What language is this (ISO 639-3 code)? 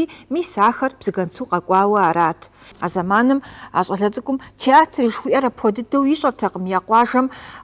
kbd